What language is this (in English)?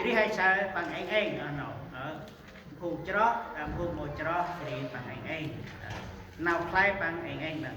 Central Mnong